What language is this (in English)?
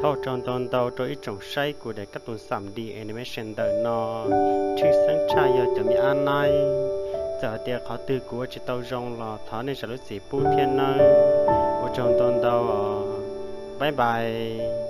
Hmong